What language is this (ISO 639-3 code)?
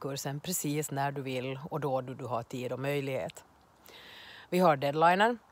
swe